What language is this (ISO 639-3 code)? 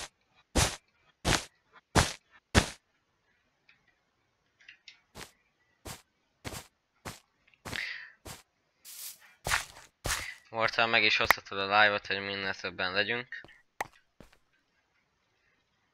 hun